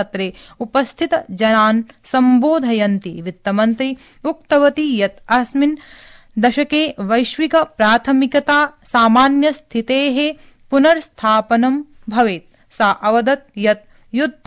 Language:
Sanskrit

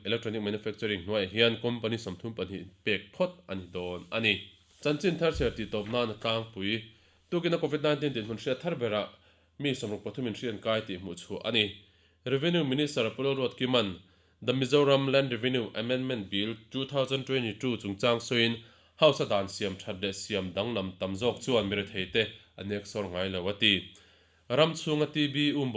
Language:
Mizo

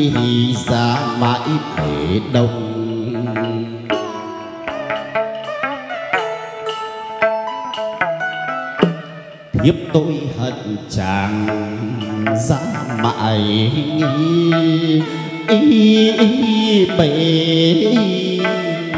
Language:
Vietnamese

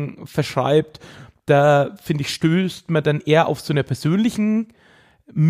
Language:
German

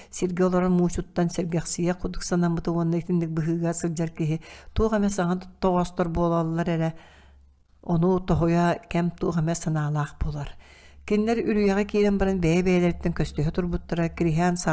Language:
Yakut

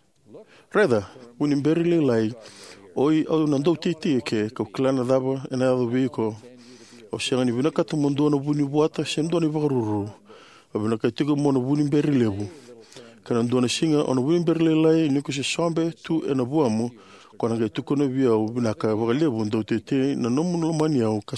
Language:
Fijian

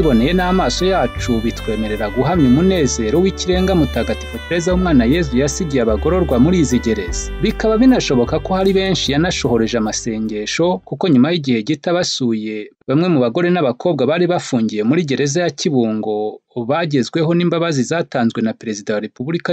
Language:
Kinyarwanda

